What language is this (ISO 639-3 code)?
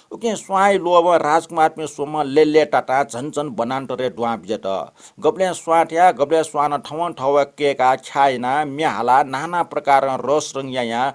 new